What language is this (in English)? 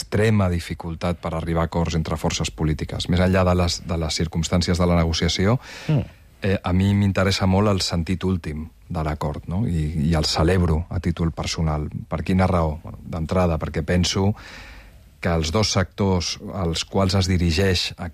Catalan